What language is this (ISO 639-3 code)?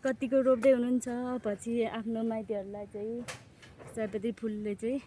nep